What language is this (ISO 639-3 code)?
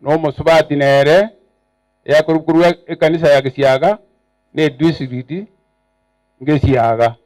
guz